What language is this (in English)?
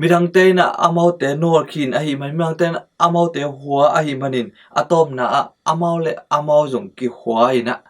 Tedim Chin